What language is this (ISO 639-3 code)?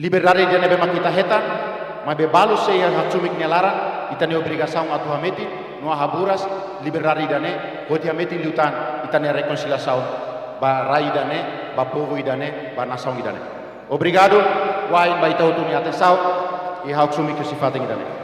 tet